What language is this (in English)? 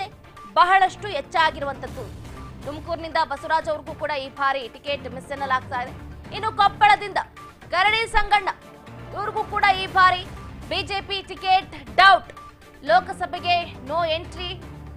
Kannada